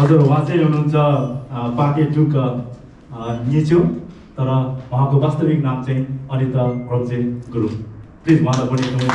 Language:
Nepali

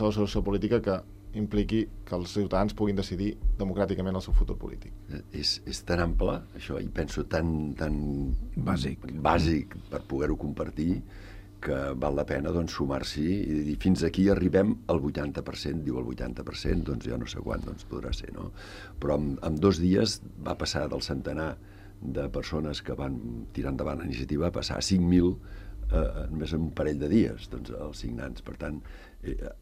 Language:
Catalan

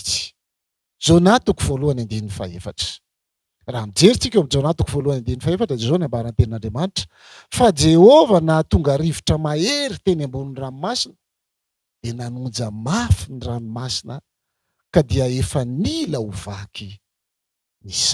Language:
Malagasy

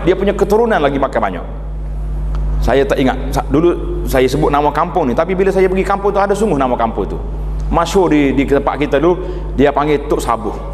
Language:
Malay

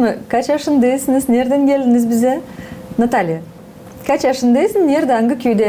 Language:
Gagauz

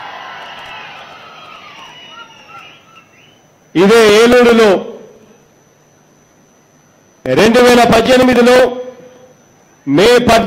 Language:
Telugu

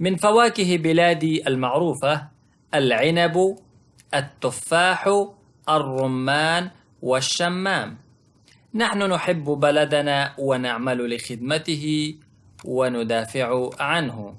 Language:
Pashto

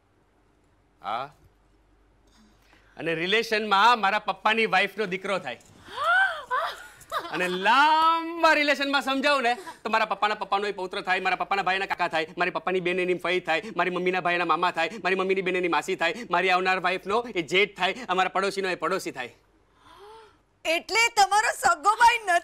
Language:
Gujarati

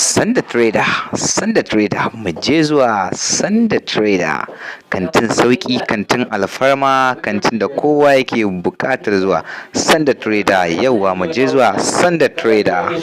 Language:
Hausa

